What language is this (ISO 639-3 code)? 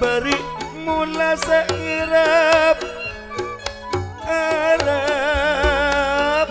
mad